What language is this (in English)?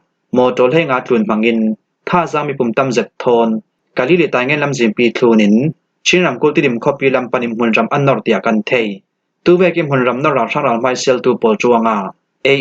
Falam Chin